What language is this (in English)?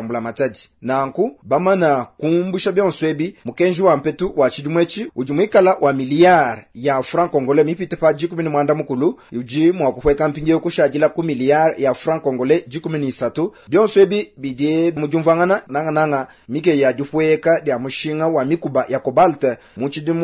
Luba-Lulua